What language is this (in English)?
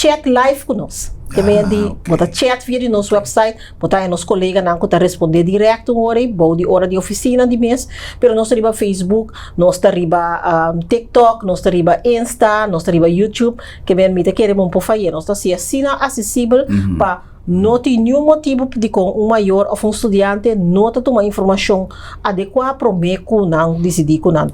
Papiamento